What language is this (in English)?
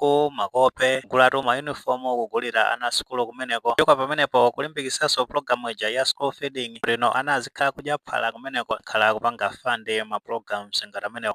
Nyanja